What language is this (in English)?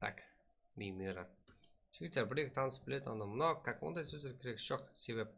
Kara-Kalpak